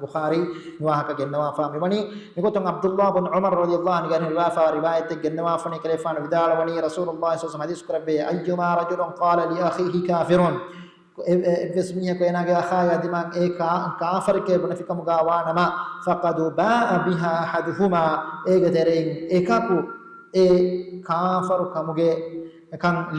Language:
Divehi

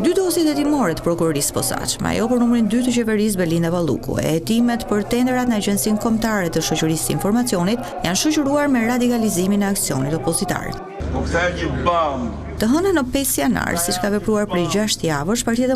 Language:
Albanian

